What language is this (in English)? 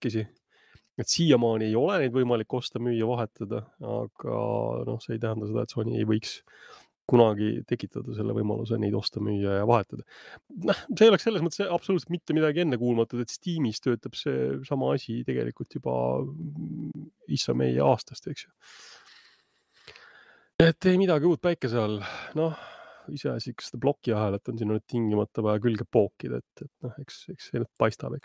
Estonian